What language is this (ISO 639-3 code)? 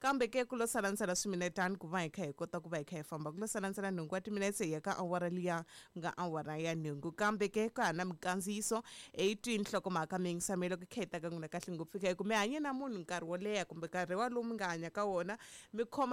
tso